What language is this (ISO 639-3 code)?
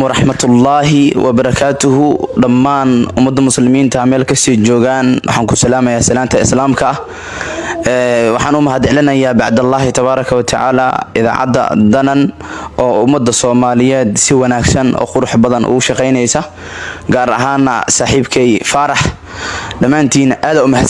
som